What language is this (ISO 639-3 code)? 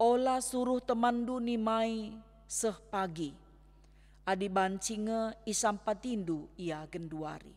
btx